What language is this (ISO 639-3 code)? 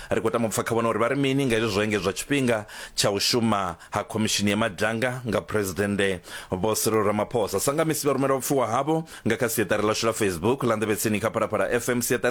ven